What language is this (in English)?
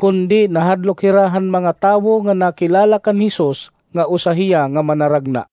Waray